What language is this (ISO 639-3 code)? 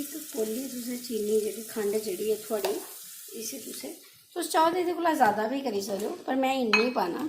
doi